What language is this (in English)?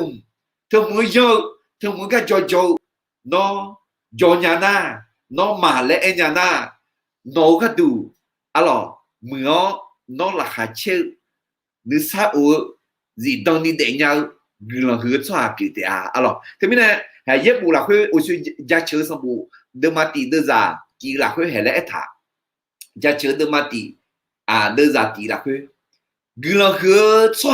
Akha